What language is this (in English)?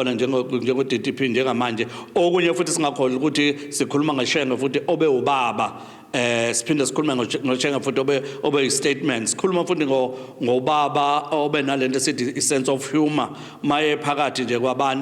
Zulu